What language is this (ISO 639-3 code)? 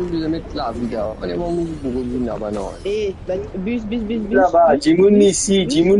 mfe